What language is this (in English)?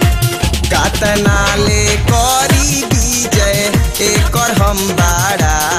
Bhojpuri